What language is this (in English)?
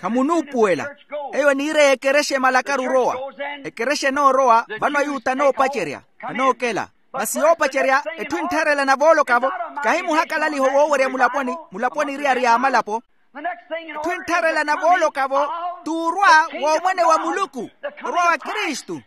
Makhuwa